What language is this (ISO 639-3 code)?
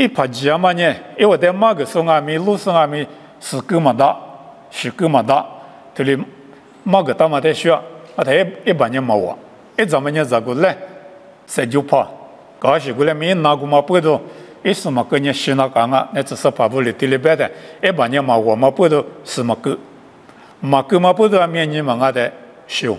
lis